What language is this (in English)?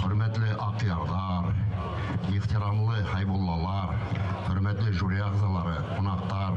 Bashkir